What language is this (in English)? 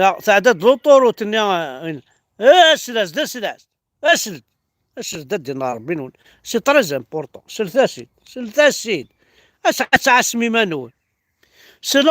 Kabyle